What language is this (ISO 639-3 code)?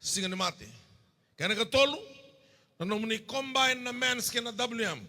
fij